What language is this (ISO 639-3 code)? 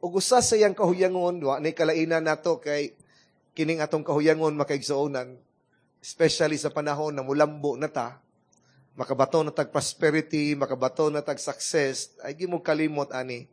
ceb